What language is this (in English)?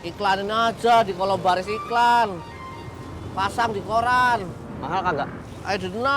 Betawi